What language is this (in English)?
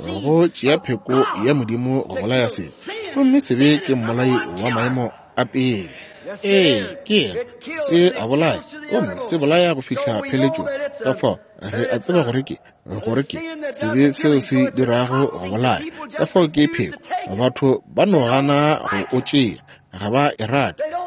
Northern Sotho